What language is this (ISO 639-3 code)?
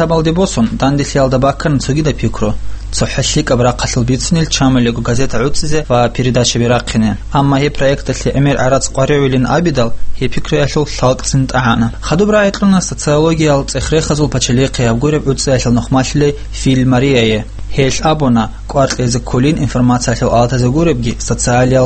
ava